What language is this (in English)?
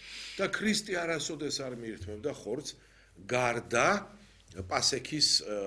Georgian